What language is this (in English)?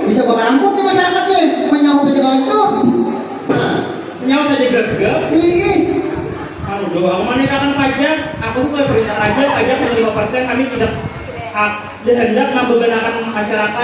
Banjar